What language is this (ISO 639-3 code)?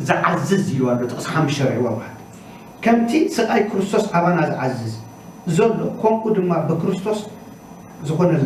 tir